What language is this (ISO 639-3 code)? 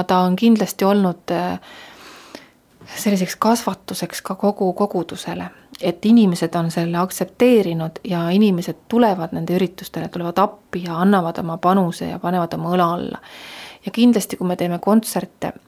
est